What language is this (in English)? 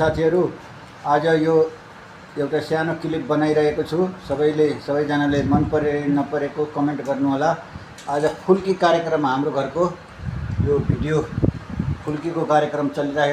Nepali